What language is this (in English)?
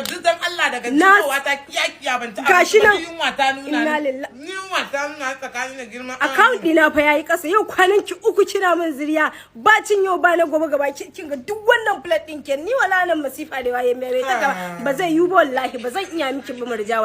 Hausa